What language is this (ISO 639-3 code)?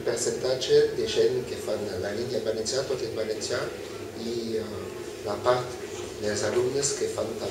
oci